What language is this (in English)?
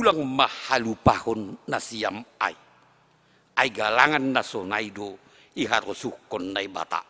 Batak Simalungun